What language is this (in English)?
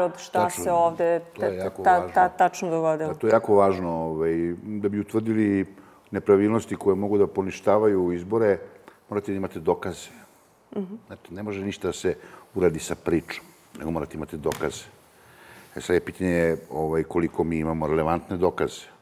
Serbian